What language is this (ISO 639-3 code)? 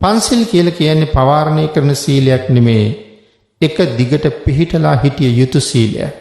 sin